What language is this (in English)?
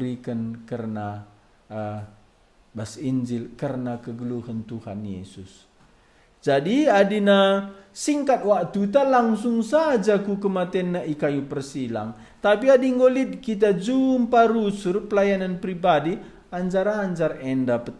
Batak Karo